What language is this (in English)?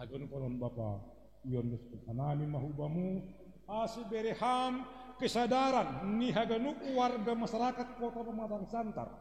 Batak Simalungun